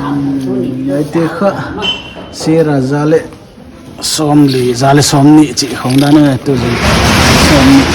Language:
Paite Chin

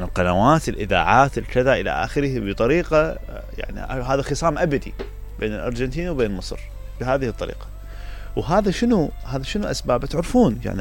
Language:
Mesopotamian Arabic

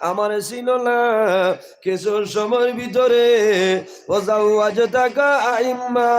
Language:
Sylheti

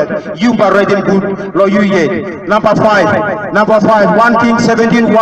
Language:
Tok Pisin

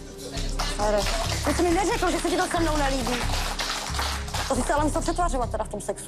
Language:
Czech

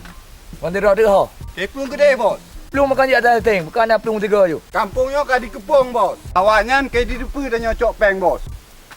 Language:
Achinese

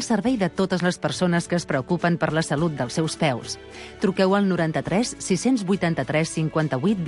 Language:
Catalan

